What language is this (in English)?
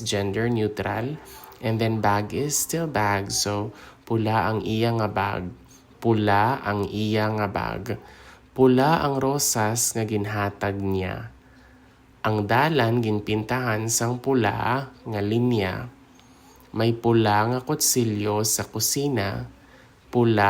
Hiligaynon